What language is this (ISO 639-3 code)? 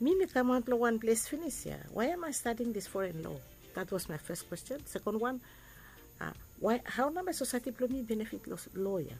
bis